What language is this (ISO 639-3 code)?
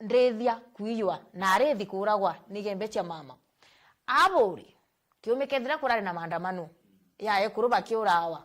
mer